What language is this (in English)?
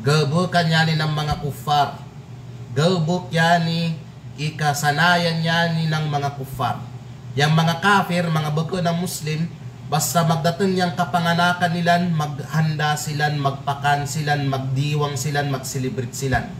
Kalagan